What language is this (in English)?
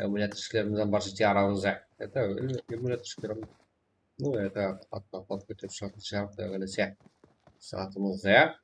Kara-Kalpak